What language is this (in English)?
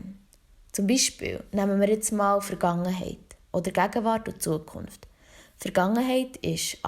Swiss German